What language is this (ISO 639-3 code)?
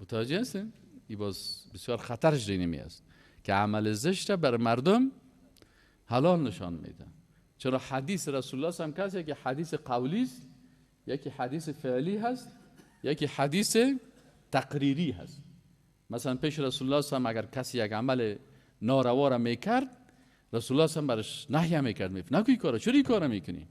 fas